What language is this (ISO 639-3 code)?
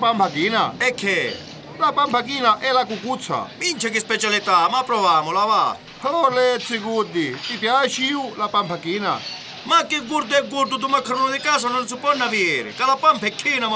scn